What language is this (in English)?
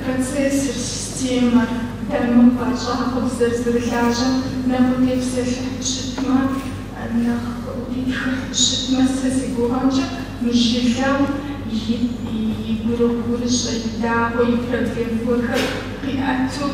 Kabardian